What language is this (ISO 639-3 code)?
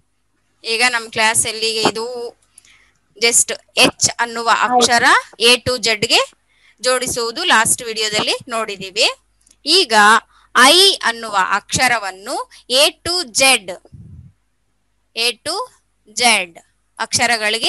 kan